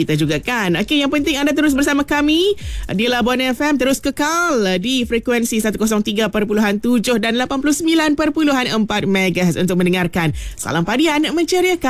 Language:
Malay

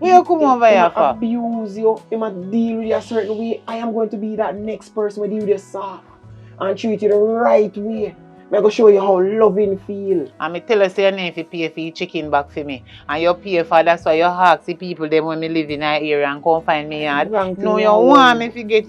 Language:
Jamaican Creole English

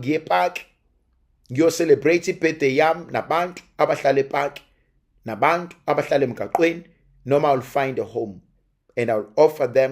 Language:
Zulu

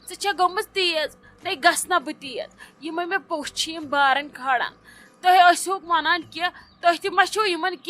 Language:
Kashmiri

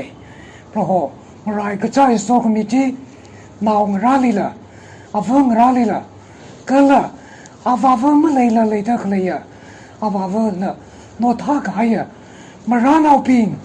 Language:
Tangkhul Naga (India)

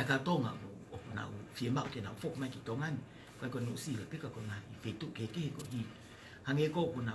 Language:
Tongan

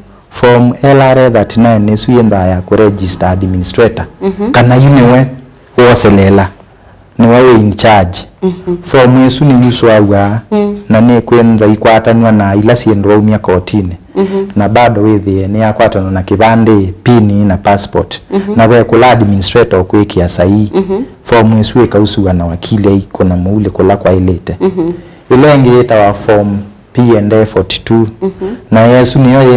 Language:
Kamba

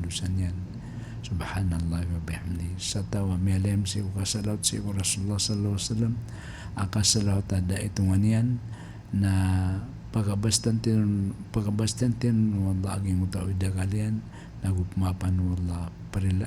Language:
Maranao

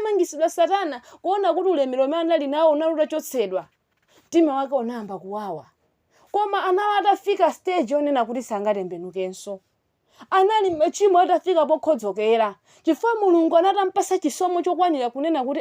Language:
Nyanja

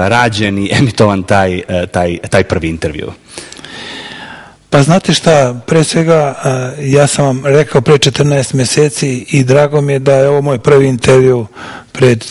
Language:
Serbian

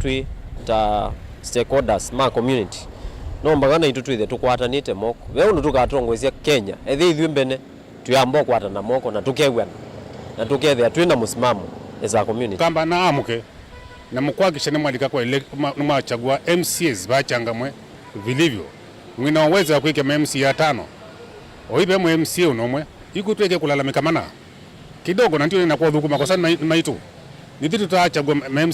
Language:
Kamba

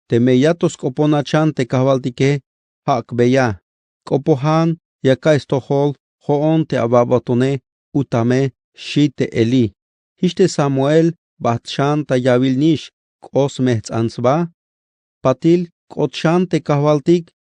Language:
Tzeltal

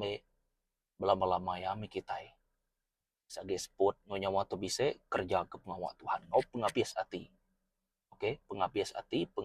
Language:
Iban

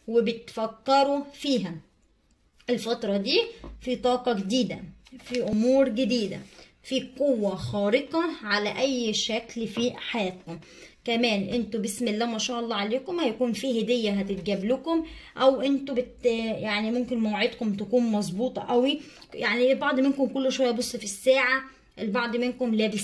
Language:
Egyptian Arabic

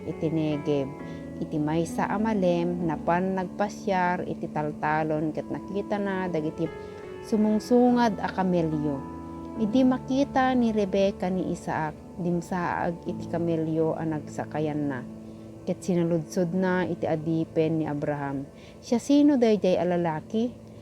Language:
Iloko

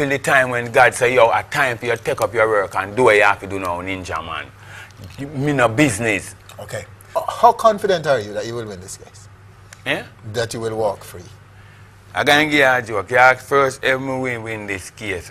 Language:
Jamaican Creole English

